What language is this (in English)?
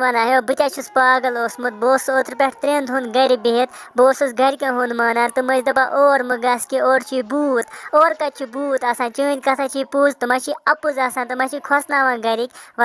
Kashmiri